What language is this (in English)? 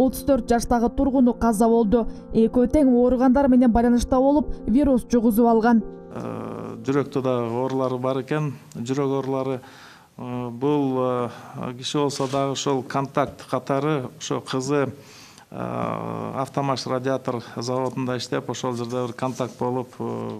Kyrgyz